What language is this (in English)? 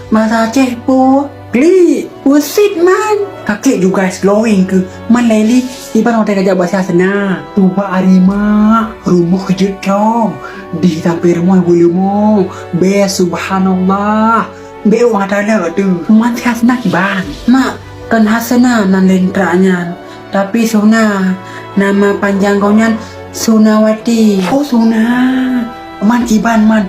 Achinese